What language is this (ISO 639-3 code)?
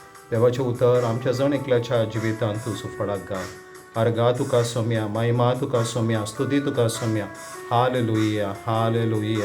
kok